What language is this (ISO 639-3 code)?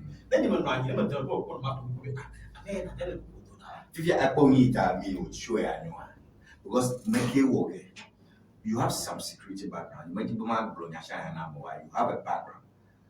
ewe